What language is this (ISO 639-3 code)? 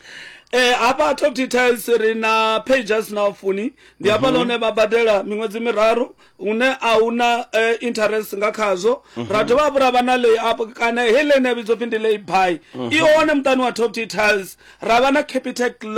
ven